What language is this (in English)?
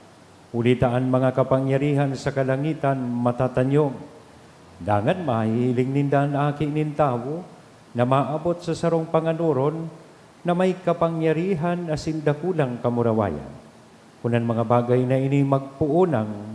Bikol